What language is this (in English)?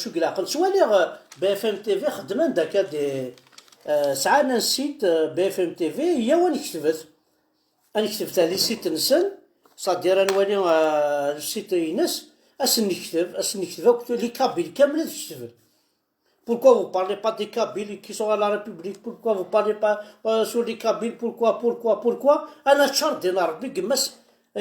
Kabyle